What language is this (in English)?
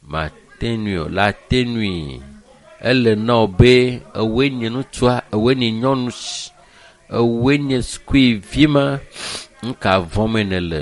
Ewe